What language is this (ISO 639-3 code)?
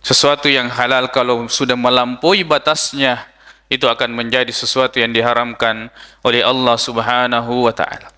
bug